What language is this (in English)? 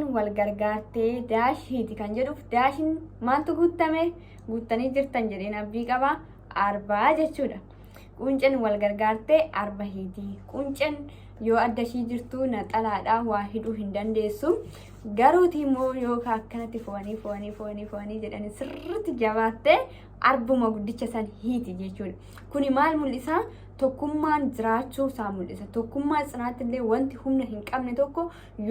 Oromo